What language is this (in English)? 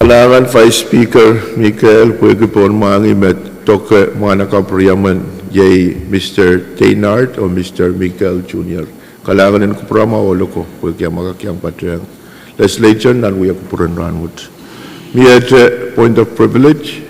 Pohnpeian